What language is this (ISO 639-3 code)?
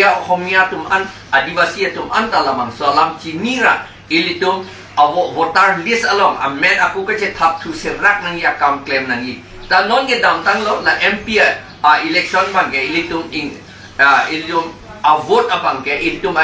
mjw